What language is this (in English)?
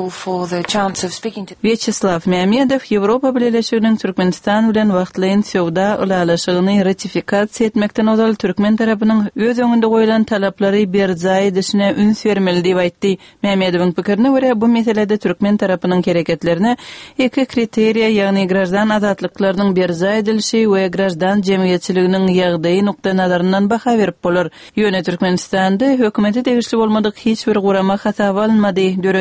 Turkmen